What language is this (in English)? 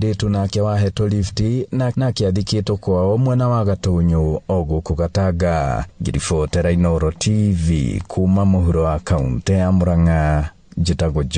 Kikuyu